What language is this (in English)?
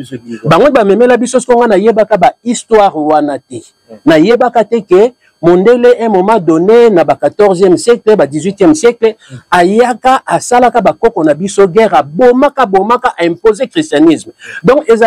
Lingala